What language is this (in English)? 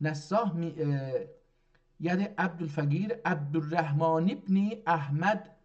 South Azerbaijani